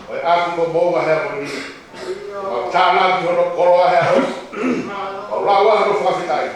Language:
Tongan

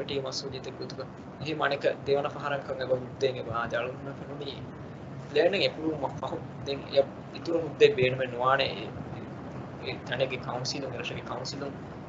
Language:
Divehi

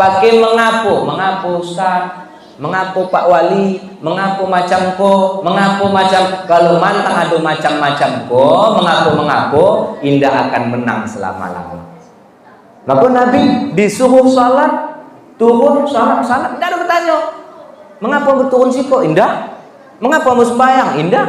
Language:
Minangkabau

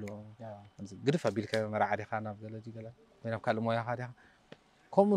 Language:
Tigrinya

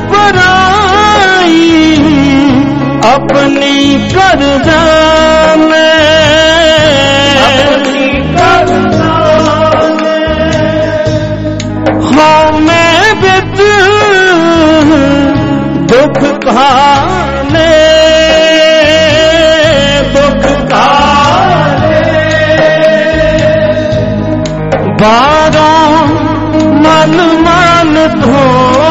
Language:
Punjabi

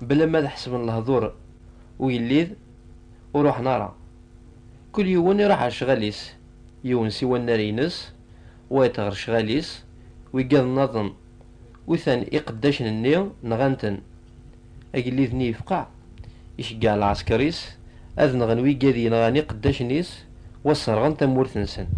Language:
Kabyle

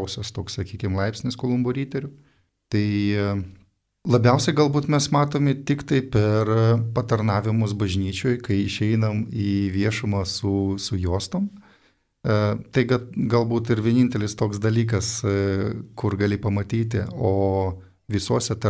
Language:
Lithuanian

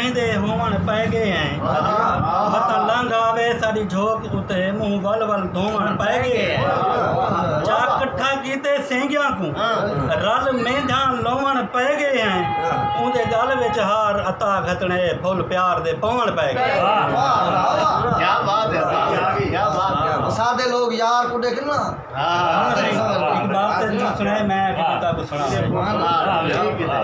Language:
Saraiki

